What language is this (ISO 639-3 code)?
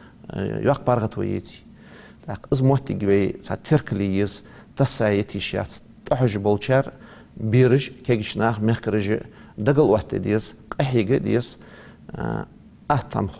inh